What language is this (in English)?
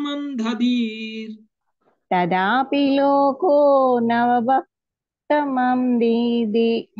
Telugu